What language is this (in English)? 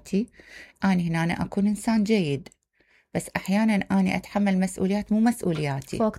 Mesopotamian Arabic